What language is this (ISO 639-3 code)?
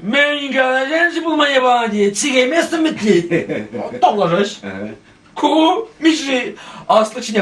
chv